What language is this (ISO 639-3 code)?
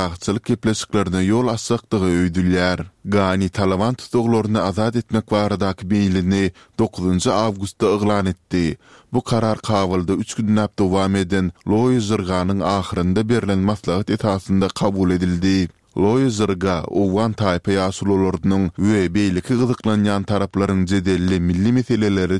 tuk